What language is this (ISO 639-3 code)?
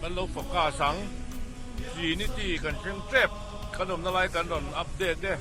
lus